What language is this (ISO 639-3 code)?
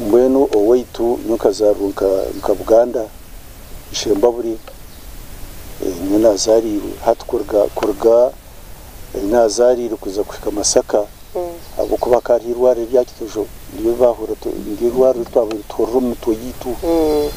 nyn